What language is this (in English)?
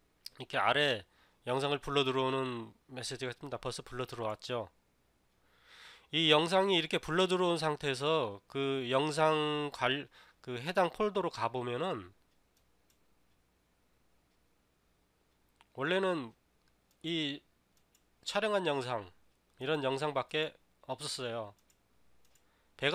Korean